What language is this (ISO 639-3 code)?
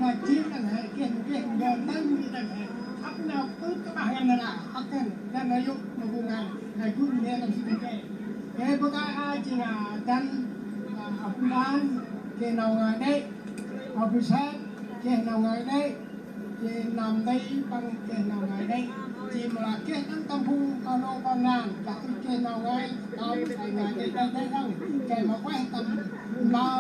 cmo